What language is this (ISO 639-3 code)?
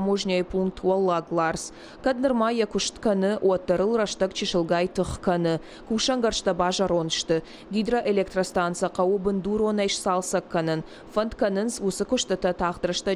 oss